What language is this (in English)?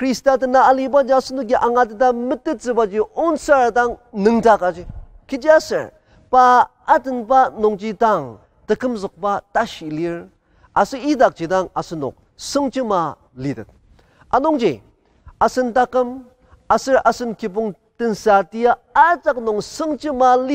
Ao Naga